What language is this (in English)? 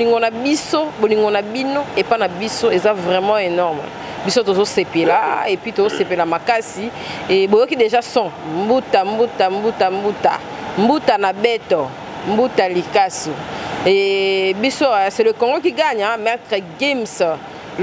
Lingala